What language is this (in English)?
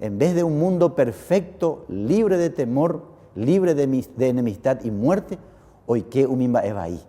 Guarani